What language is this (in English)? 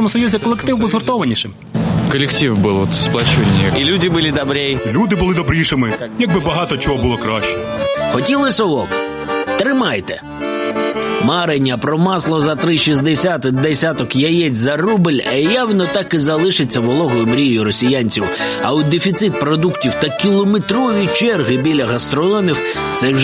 Ukrainian